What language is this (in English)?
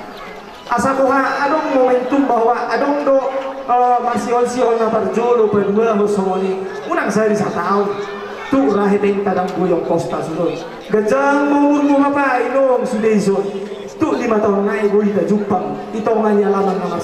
Batak Toba